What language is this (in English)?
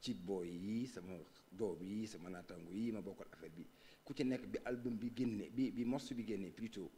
Wolof